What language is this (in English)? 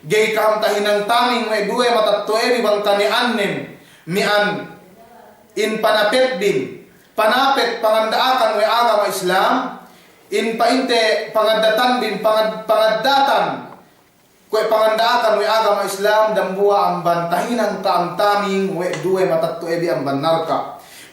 Yakan